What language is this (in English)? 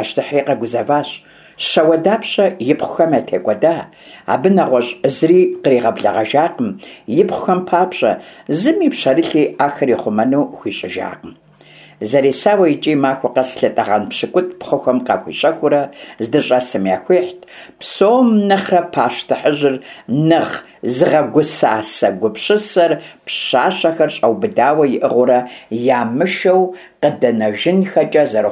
Kabardian